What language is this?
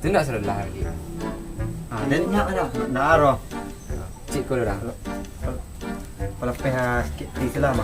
Minangkabau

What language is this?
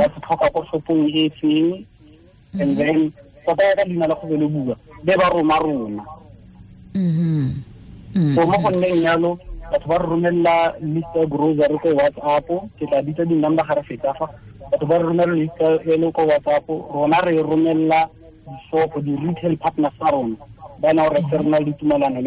Tswana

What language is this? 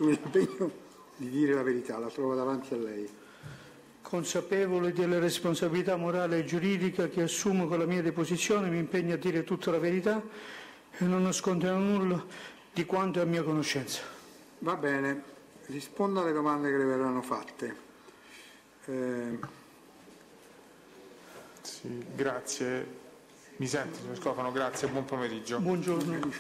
Italian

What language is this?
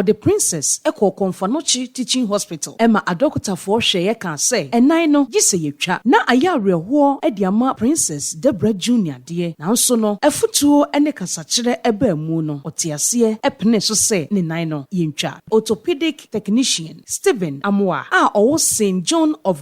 Akan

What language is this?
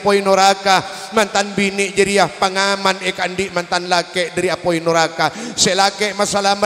Madurese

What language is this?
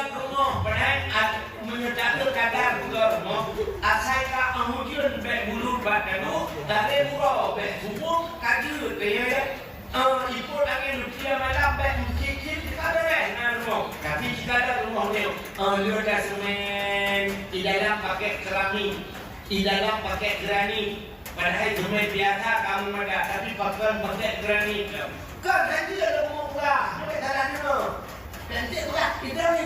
Achinese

